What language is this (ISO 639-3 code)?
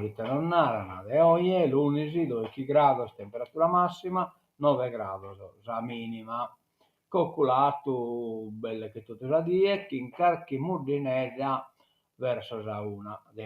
srd